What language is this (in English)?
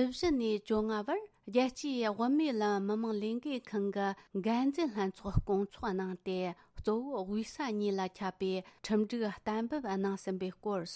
Tibetan